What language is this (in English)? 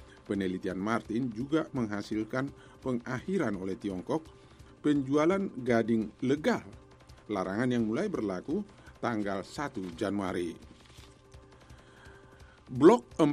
Indonesian